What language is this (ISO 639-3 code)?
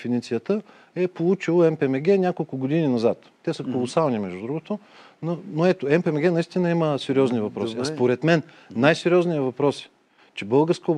bul